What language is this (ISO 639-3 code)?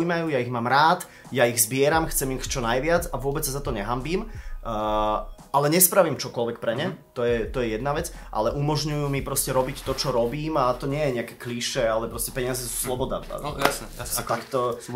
slk